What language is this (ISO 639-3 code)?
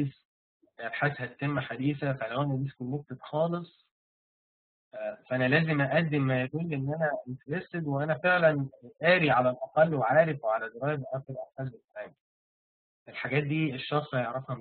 arz